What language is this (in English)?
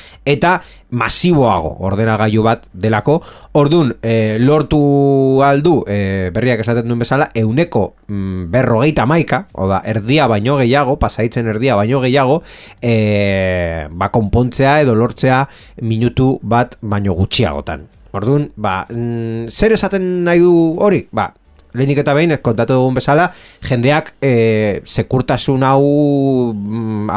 Basque